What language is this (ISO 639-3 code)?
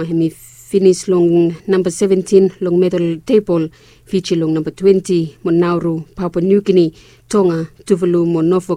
bis